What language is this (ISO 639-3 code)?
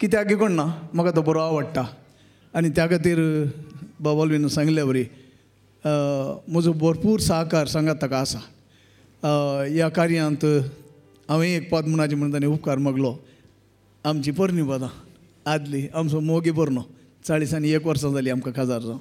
kok